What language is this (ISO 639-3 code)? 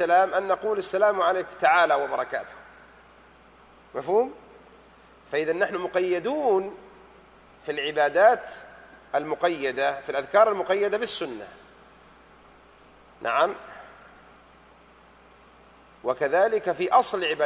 ara